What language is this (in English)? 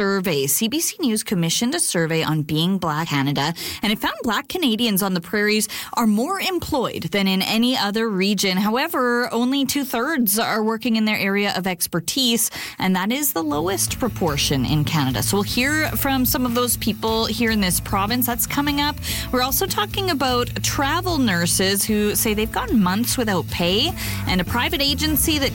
English